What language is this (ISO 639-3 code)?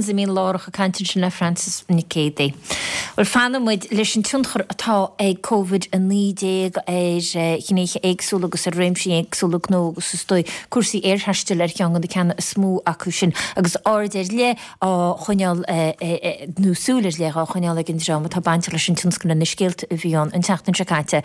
gle